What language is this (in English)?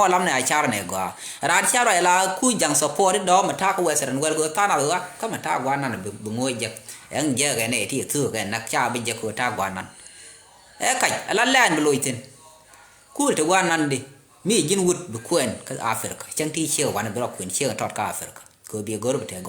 Nuer